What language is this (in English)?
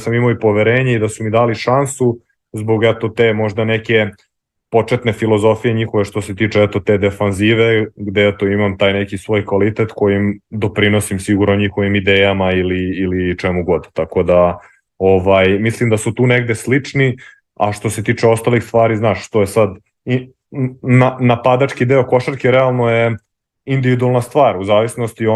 Serbian